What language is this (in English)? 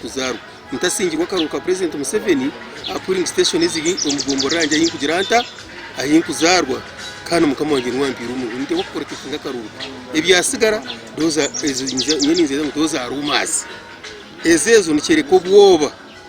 Nyankole